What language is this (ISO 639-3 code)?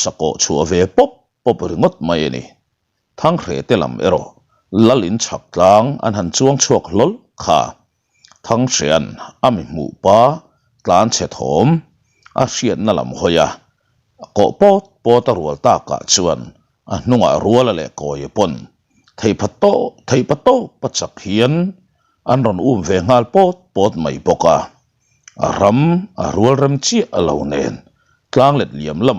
lus